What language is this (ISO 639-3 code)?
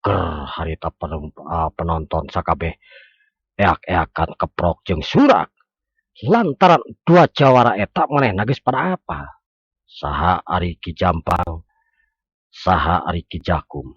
sun